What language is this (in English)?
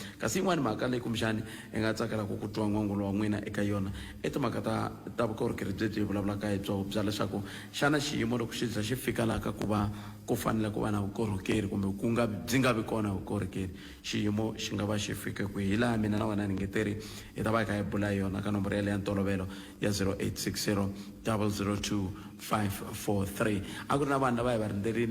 Tsonga